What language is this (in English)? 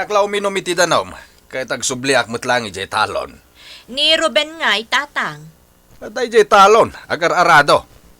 Iloko